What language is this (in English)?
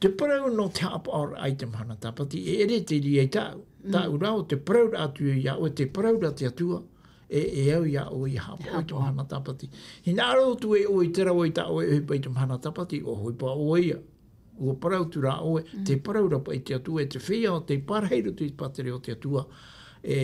Tahitian